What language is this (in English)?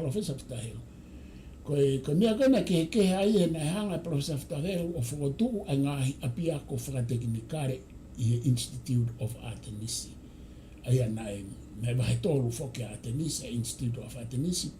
Tongan